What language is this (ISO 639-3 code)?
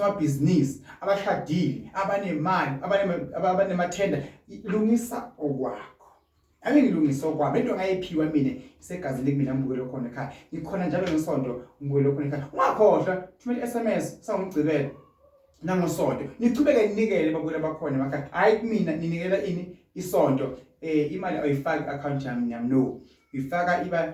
zul